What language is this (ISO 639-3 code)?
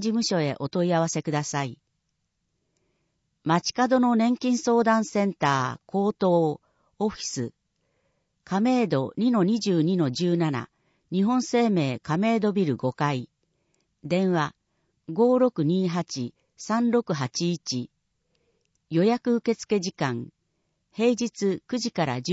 jpn